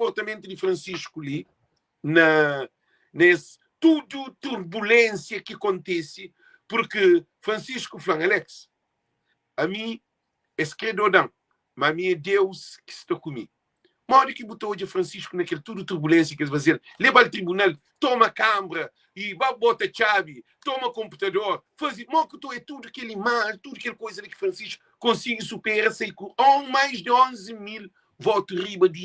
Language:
Kabuverdianu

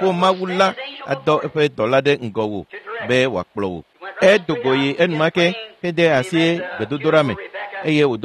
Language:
Ewe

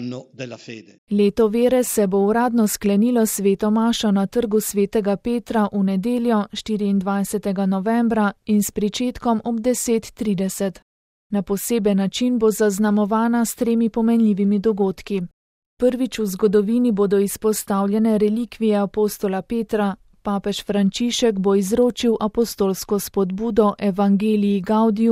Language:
Slovenian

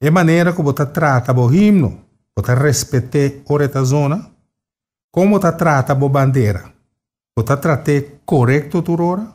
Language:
Papiamento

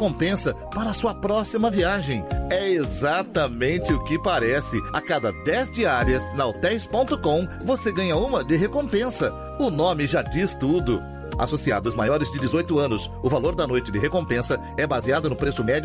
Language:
Portuguese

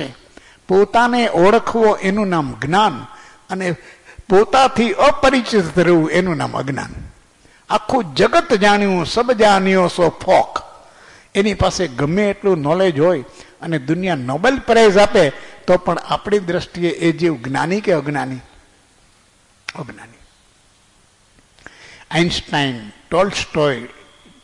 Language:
Gujarati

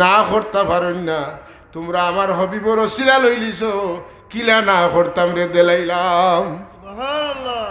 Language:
Sylheti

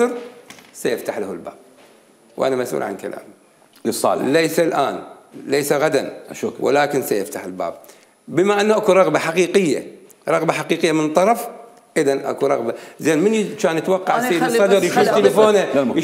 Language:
Mesopotamian Arabic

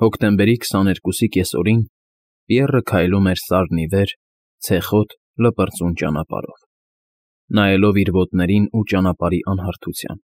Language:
Armenian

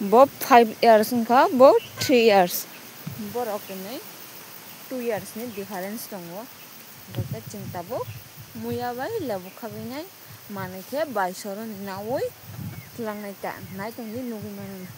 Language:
Kok Borok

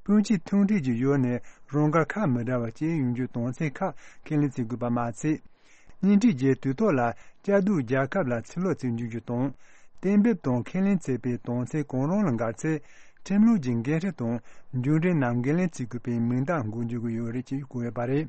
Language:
Tibetan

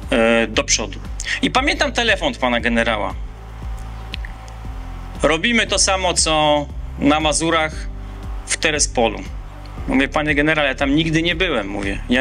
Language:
Polish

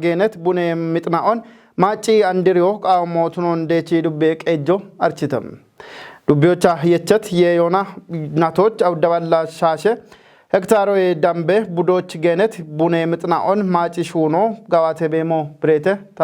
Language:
Kafa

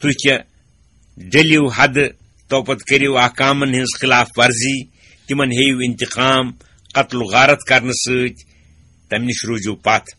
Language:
Kashmiri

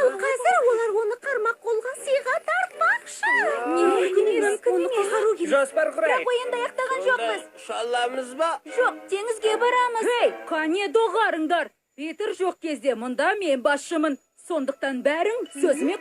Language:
Kazakh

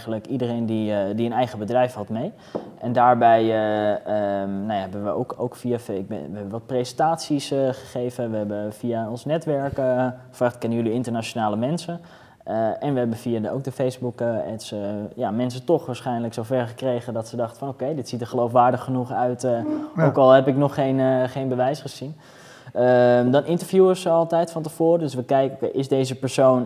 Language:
Dutch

